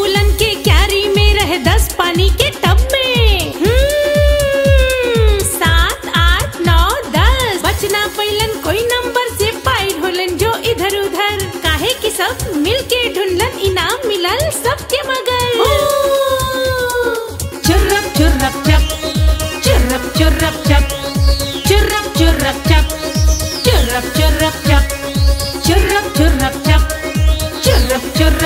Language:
Bhojpuri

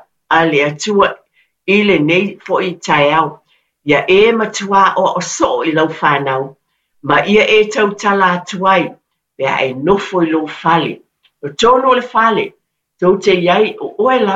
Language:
Samoan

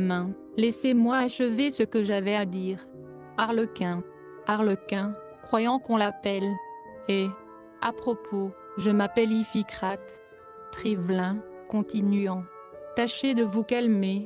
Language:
French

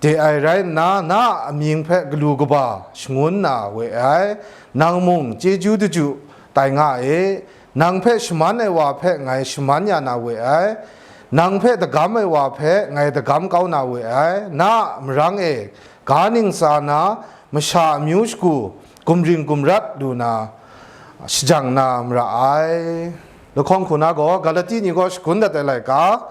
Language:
Kachin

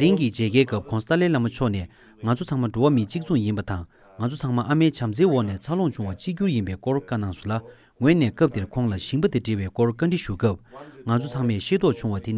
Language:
Tibetan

